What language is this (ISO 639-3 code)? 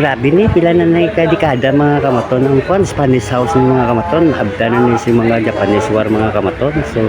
hil